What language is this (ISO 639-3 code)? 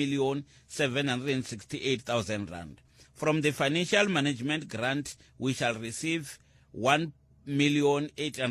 tso